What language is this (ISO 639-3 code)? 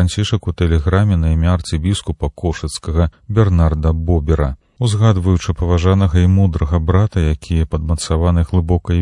bel